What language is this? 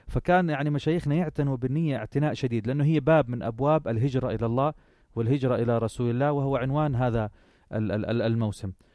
North Levantine Arabic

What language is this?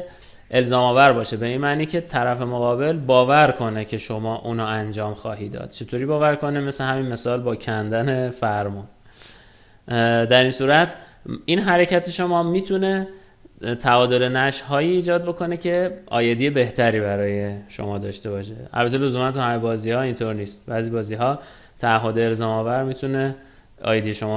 Persian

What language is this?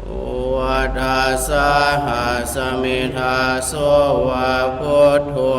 Pali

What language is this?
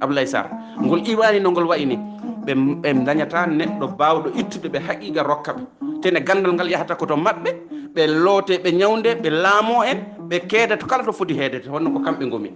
Fula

